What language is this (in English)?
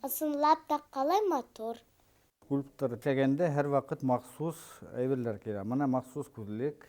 Bashkir